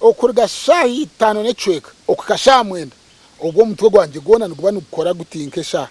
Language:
Nyankole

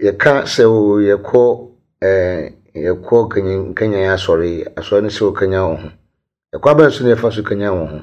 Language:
Akan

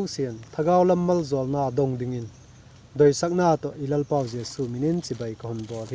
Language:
Vaiphei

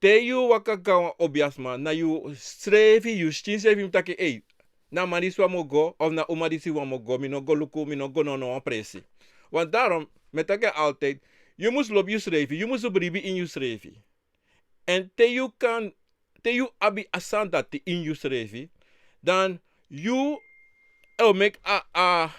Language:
Sranan Tongo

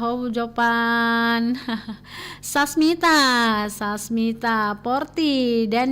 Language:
Nias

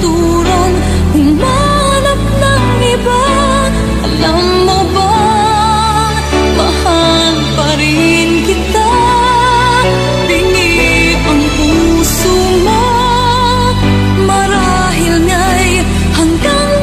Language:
Filipino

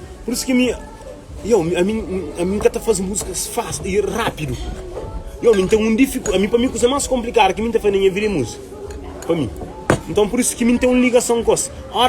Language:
Kabuverdianu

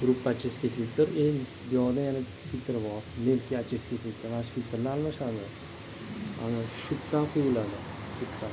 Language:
Uzbek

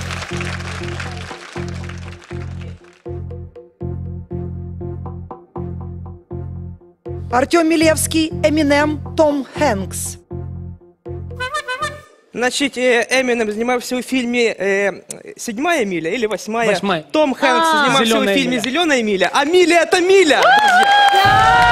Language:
Russian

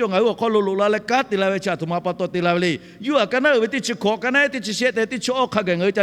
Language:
Lahu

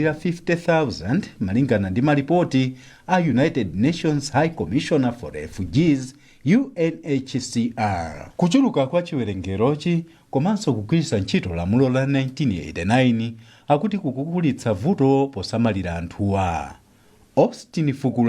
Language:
Nyanja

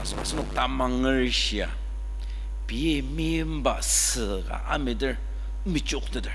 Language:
Ao Naga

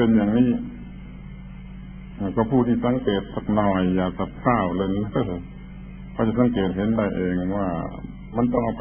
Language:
Thai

